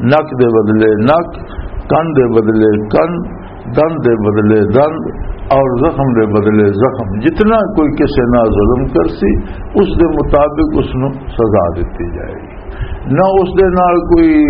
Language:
Western Panjabi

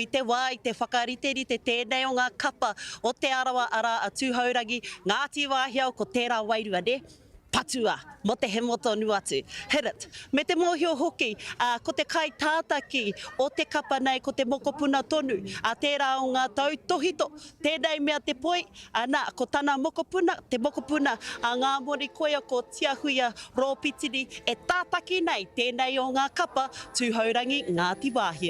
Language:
Māori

